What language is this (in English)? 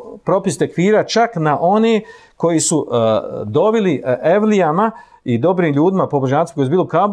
Bosnian